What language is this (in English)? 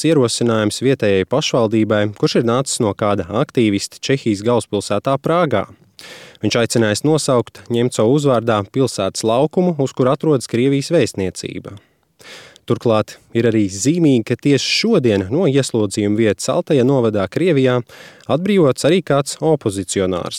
Latvian